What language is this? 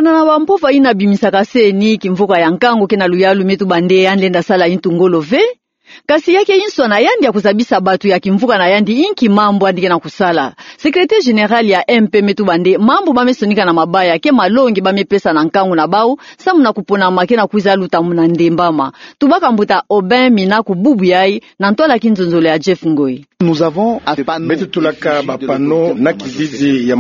Kituba (Democratic Republic of Congo)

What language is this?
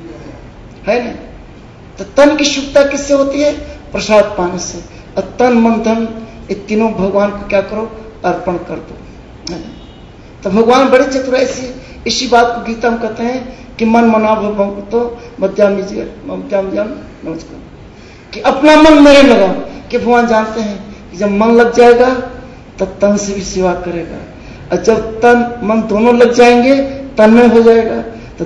Hindi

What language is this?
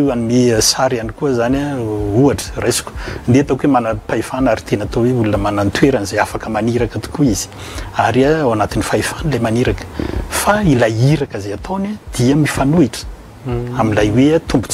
Malagasy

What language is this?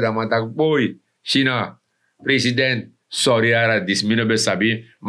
Sranan Tongo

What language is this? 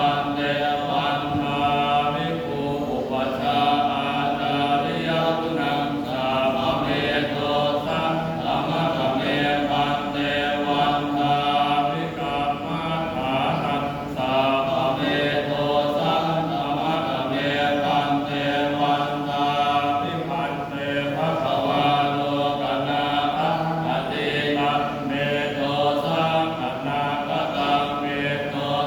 Pali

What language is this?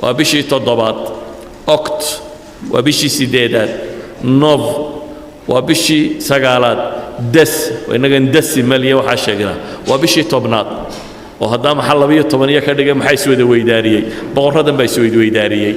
Somali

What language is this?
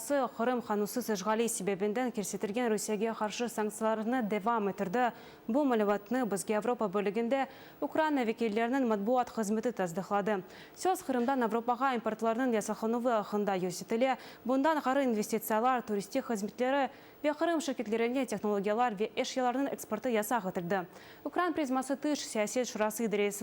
Crimean Tatar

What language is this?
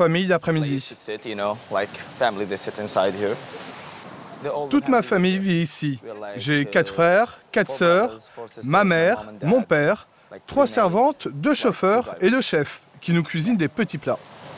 French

